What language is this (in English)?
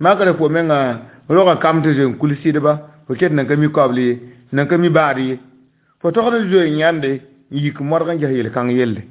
Mossi